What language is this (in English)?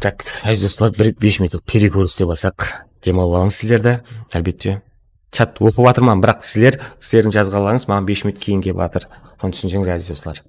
Kara-Kalpak